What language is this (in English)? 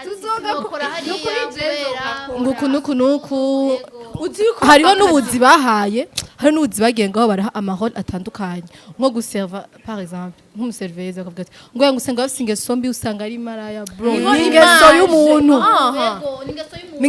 Rundi